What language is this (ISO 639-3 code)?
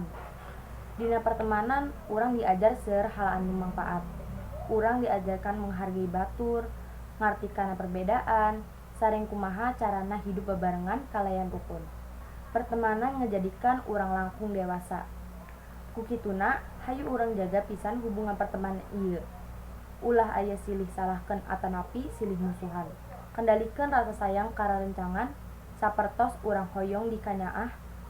sun